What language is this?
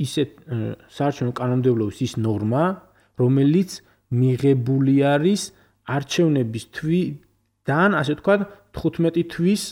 Georgian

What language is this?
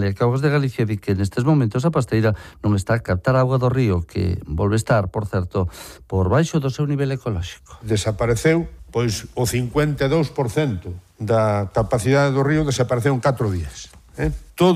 Galician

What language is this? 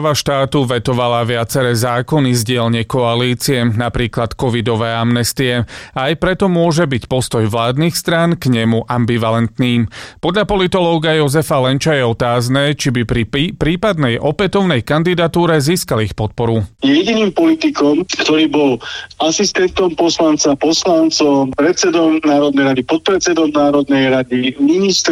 Slovak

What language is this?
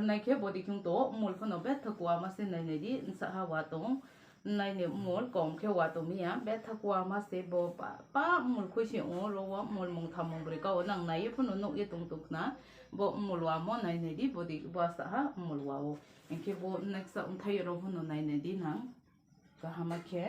Kok Borok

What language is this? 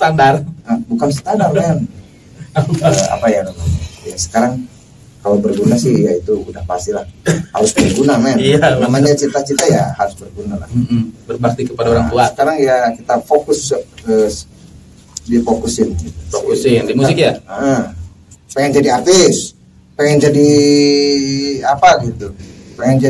Indonesian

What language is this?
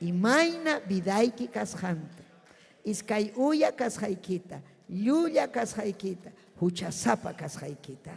Ayacucho Quechua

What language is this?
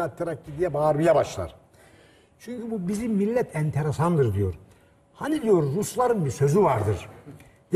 Turkish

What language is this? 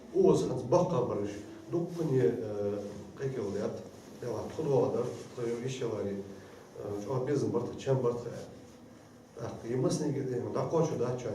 Ingush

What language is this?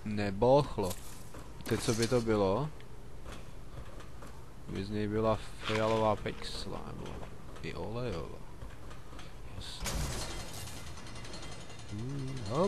Czech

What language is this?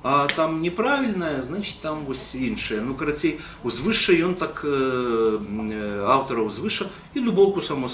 Belarusian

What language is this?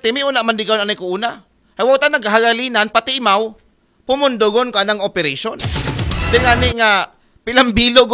Aklanon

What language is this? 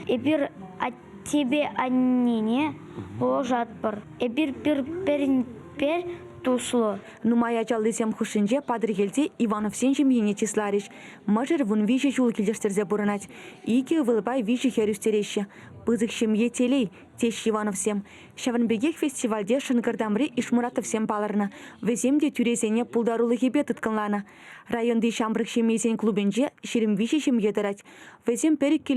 Chuvash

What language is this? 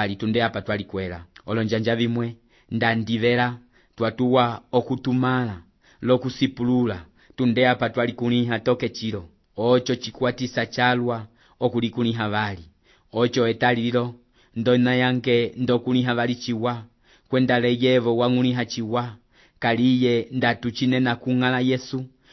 Umbundu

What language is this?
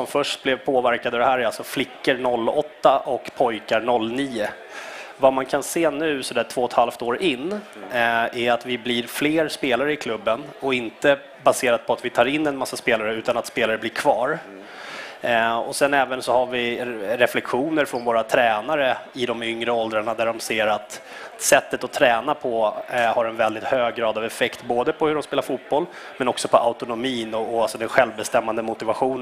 Swedish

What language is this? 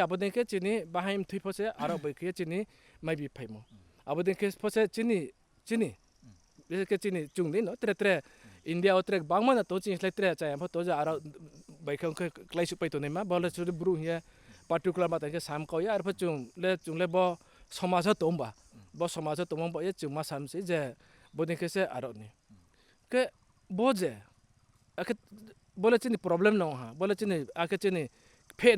Riang (India)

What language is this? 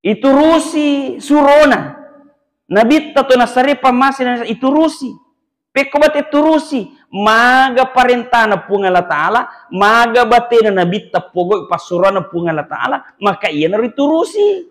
Buginese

